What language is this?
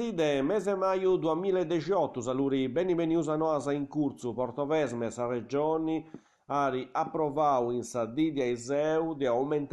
Sardinian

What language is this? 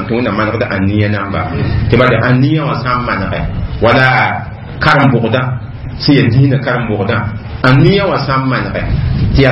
Mossi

